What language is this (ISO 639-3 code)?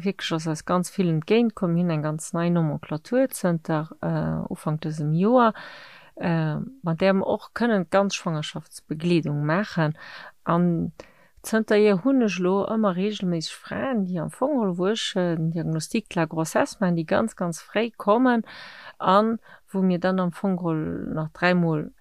ltz